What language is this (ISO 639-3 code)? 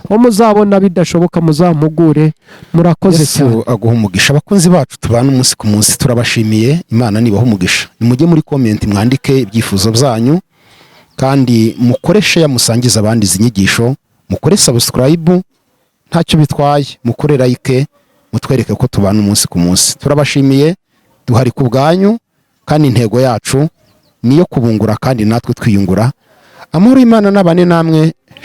kin